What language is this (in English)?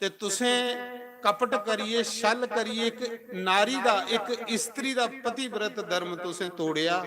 Dogri